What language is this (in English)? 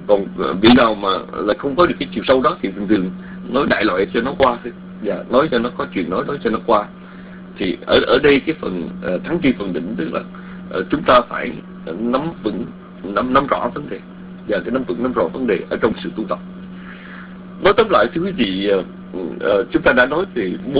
Vietnamese